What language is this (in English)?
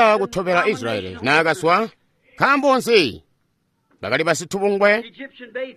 Tonga (Zambia)